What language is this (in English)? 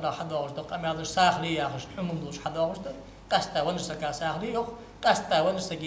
Ingush